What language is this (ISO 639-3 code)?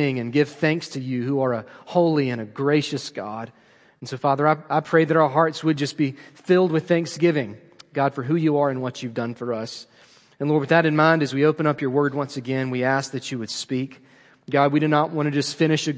eng